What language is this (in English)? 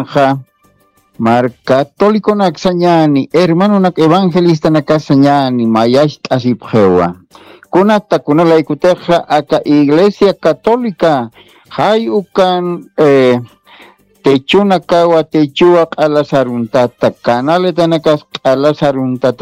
Aymara